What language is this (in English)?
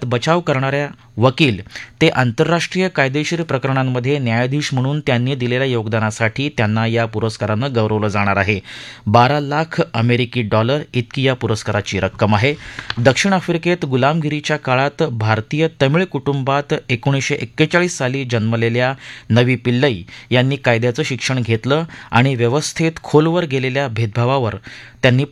Marathi